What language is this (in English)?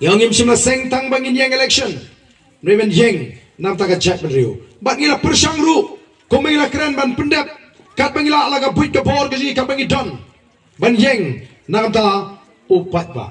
Khasi